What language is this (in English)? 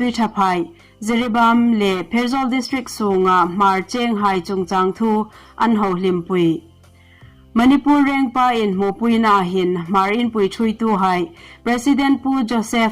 Hmar